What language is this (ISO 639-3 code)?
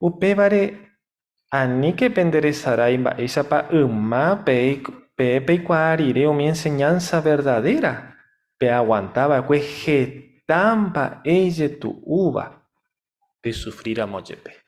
grn